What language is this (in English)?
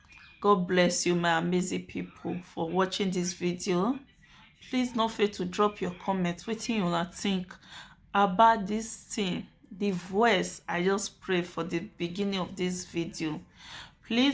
Nigerian Pidgin